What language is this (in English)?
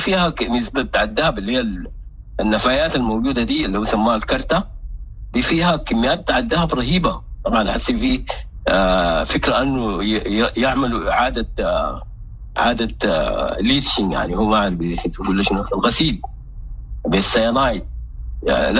Sudanese Arabic